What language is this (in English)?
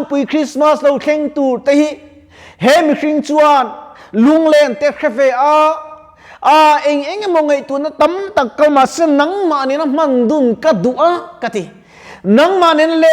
Mizo